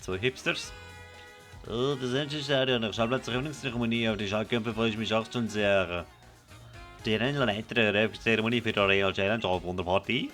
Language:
Swiss German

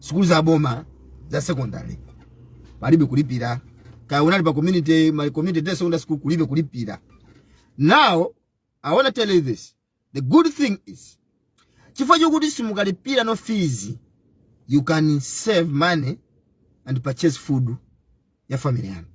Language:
Nyanja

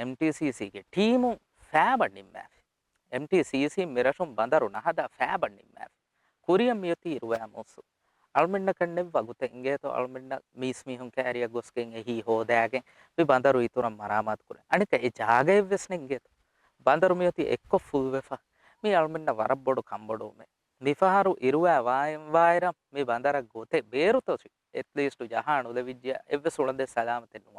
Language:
Divehi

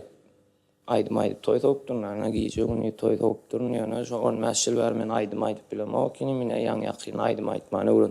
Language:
Turkmen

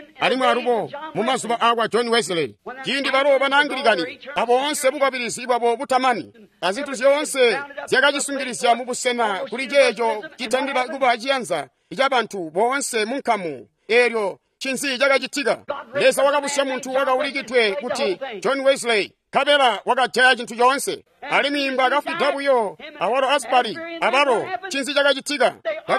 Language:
Tonga (Zambia)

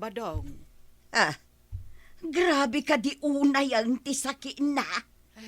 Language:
Iloko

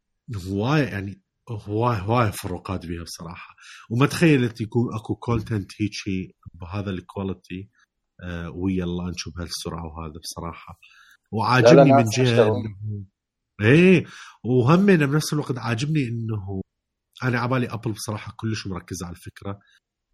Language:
Mesopotamian Arabic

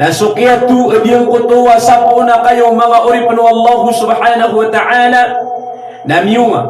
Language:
Maranao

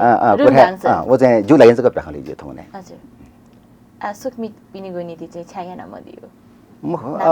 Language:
Newari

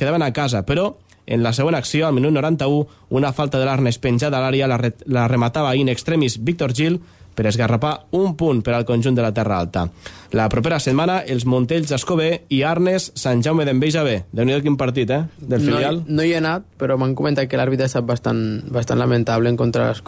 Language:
Catalan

